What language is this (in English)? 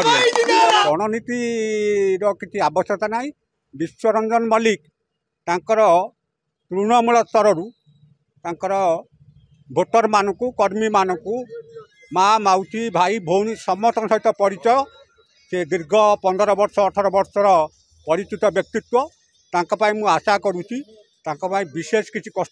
Odia